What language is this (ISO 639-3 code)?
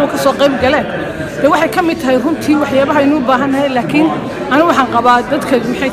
som